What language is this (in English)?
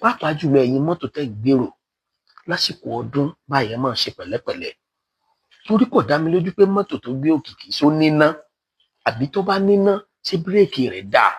Yoruba